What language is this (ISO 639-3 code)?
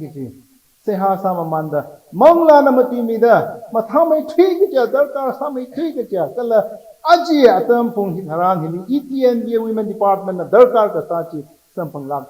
nmf